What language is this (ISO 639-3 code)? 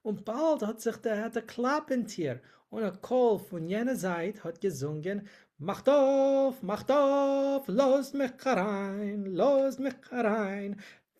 yid